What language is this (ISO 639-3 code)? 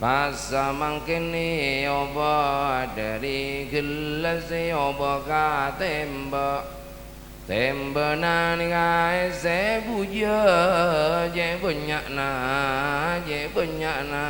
mad